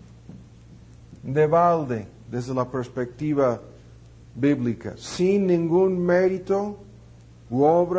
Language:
Spanish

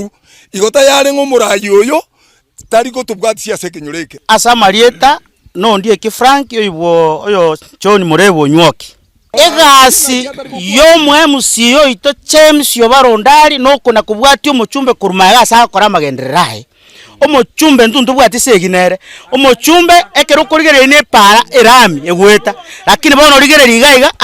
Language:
Gusii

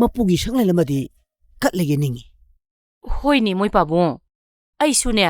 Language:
Manipuri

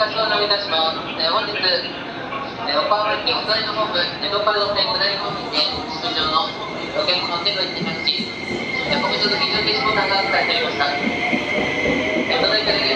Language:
Japanese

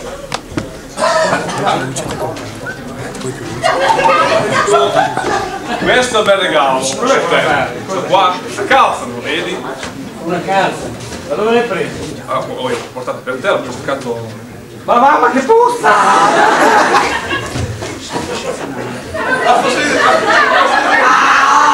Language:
Italian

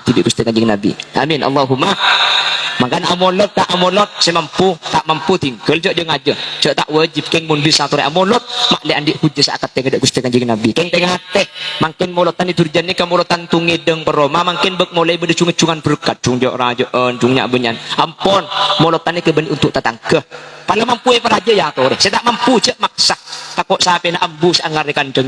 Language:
Madurese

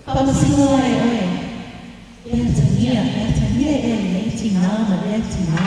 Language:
Samoan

